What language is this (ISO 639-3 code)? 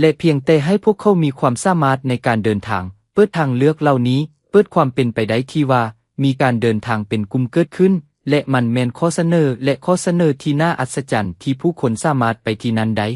lao